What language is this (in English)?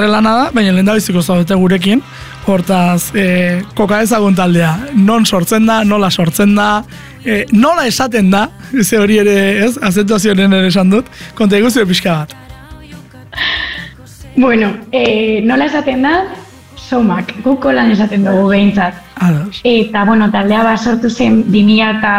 Basque